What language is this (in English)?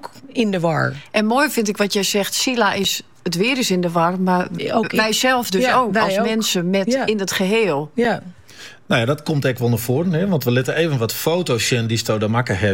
Dutch